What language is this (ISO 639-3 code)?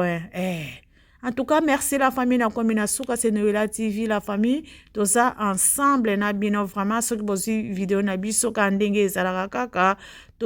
lin